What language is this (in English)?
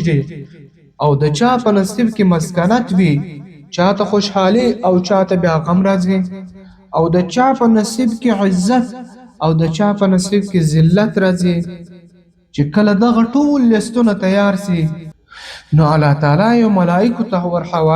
Pashto